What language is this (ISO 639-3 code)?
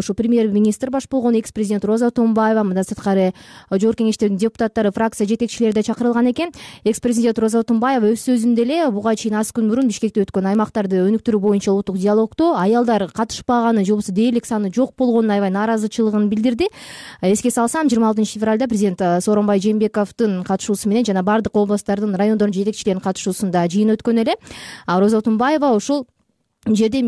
kir